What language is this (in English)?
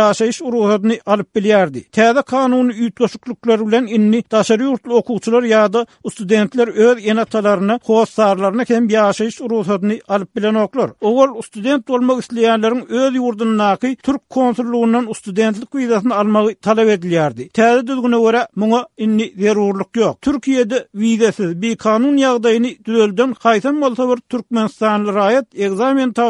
Turkmen